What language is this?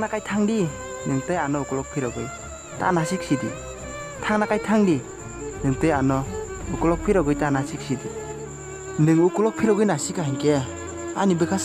Kok Borok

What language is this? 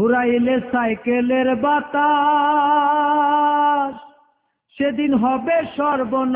Bangla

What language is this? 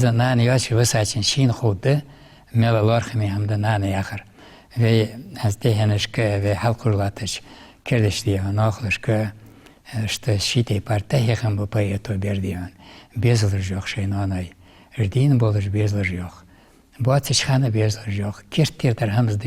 Ingush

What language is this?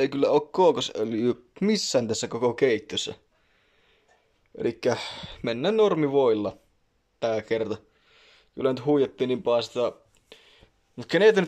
Finnish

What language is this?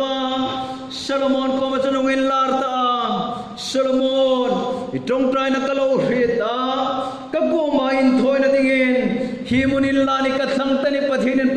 Hmar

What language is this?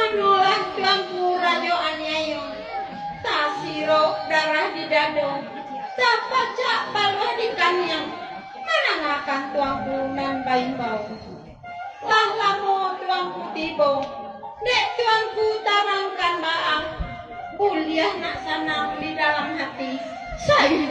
Minangkabau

